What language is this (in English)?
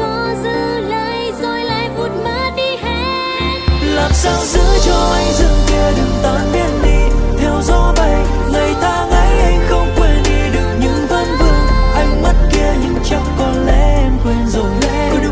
Vietnamese